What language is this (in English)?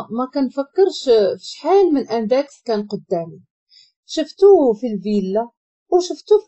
Moroccan Arabic